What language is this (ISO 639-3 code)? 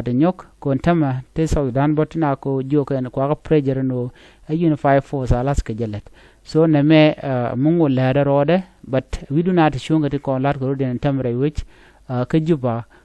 nus